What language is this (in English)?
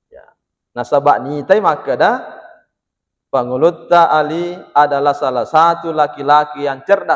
Buginese